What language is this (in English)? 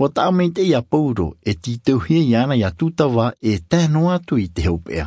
Tahitian